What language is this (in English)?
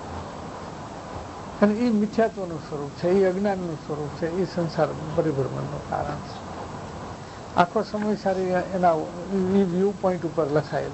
Gujarati